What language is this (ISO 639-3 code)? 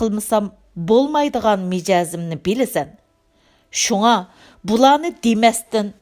uig